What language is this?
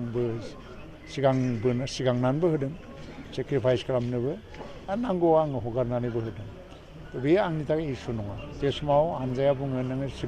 Bodo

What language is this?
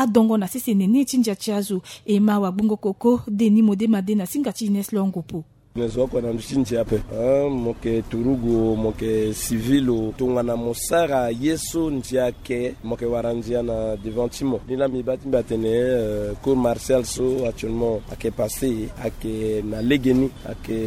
Sango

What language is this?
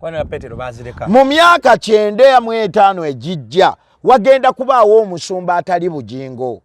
Ganda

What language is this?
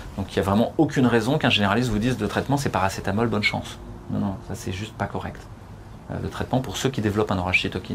French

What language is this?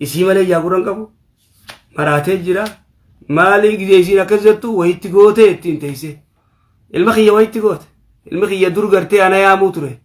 Oromo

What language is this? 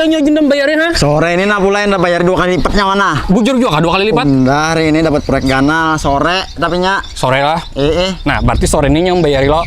Banjar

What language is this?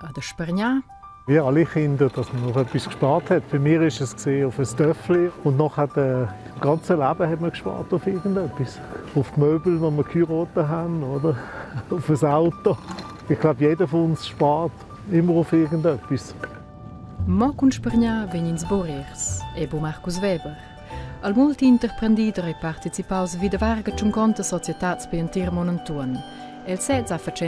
Romansh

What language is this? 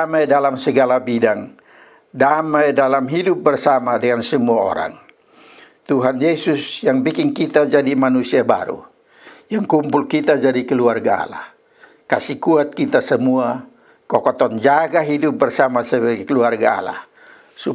Kupang Malay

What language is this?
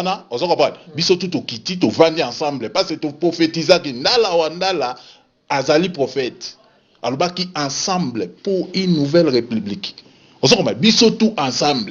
Lingala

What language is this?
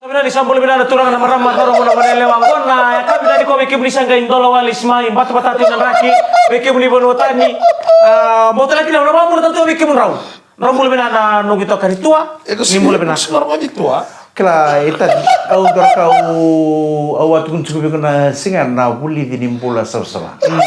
Fijian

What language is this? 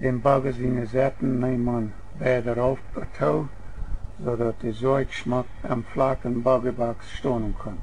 Plautdietsch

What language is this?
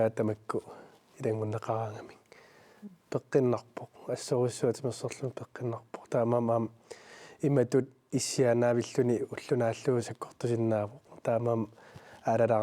Kalaallisut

